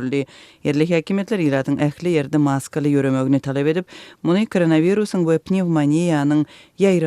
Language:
Turkmen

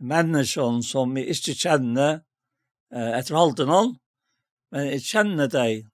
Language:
Faroese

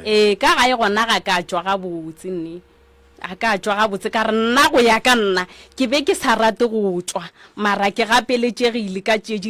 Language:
Northern Sotho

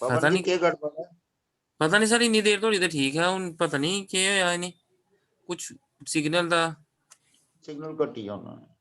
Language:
Dogri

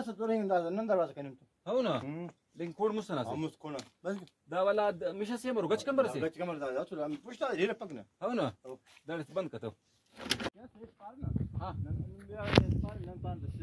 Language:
Brahui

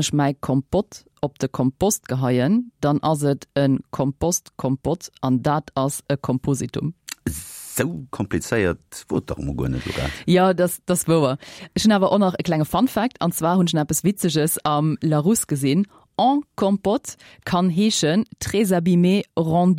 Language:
Luxembourgish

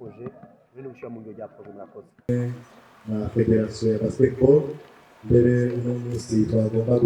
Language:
Rundi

